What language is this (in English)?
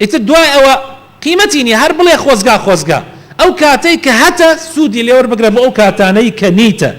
Central Kurdish